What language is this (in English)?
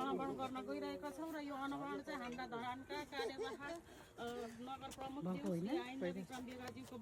Nepali